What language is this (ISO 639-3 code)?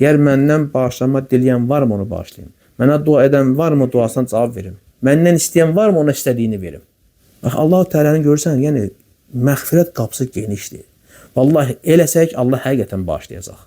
aze